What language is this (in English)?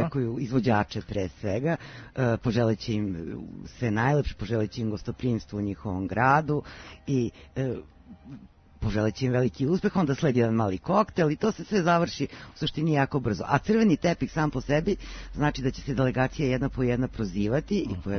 Serbian